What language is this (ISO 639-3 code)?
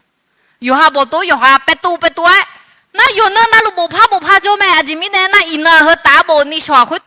ahk